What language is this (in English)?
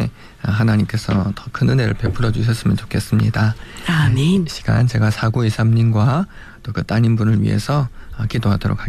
Korean